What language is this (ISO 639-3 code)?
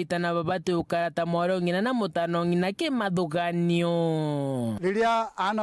mer